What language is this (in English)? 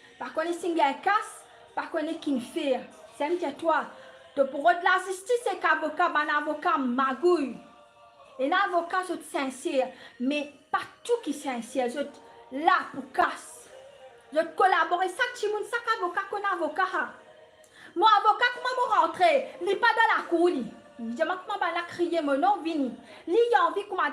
Morisyen